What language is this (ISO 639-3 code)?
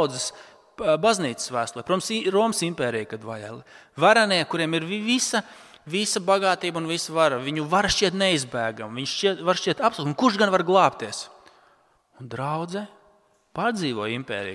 lav